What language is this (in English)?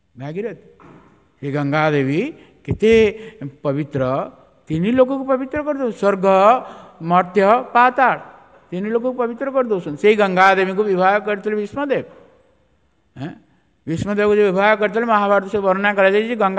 Odia